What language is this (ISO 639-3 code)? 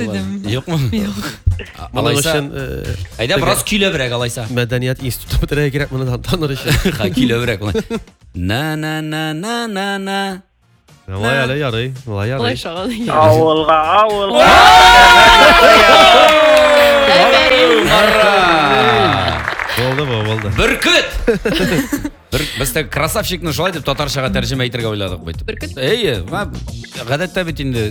tat